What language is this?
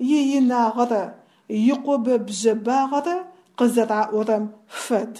Adyghe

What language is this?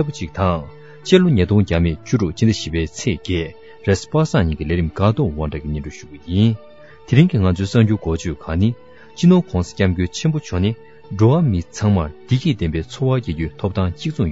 Tibetan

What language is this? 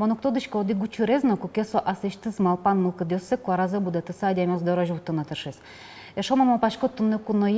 Udmurt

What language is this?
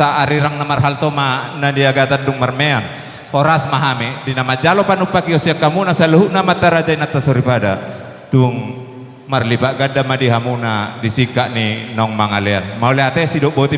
Batak Toba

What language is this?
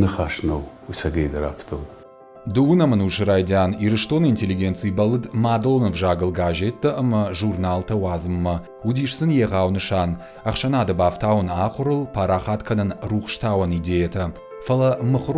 Ossetic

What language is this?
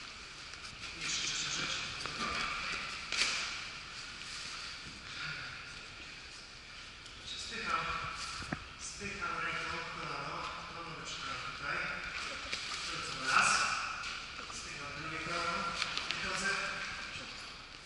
Polish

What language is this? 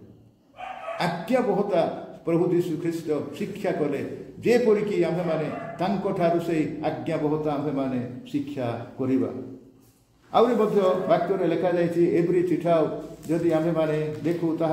Odia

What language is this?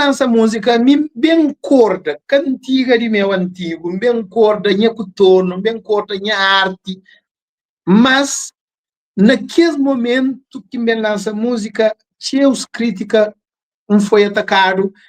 Kabuverdianu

